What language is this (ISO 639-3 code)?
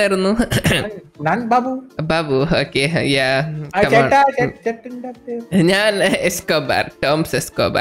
mal